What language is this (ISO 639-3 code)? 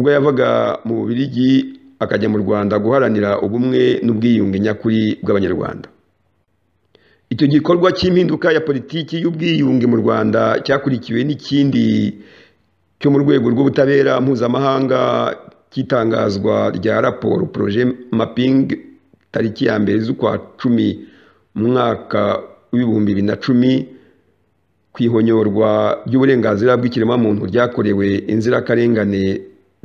kin